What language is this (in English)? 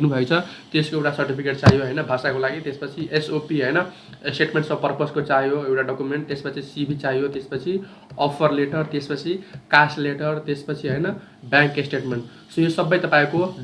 Nepali